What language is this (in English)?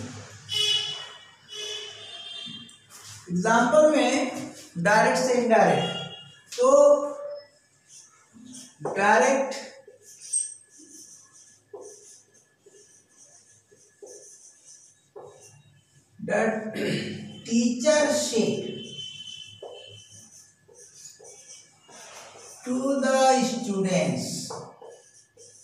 Hindi